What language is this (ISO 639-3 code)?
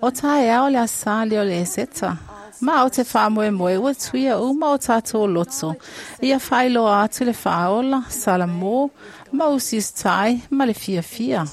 smo